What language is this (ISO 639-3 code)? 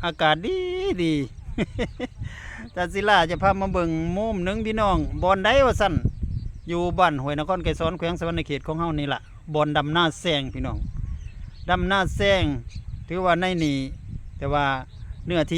lao